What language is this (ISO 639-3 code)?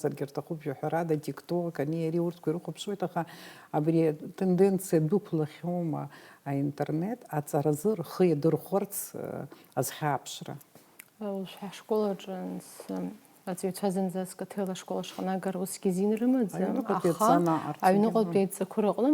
abk